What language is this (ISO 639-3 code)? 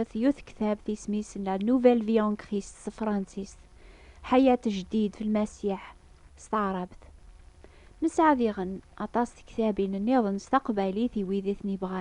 kab